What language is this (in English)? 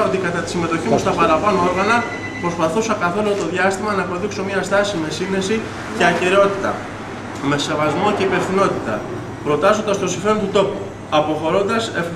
Greek